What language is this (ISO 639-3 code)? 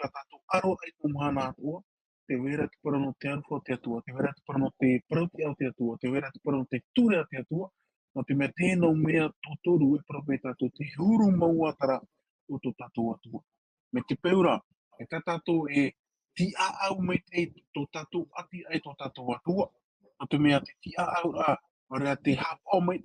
tah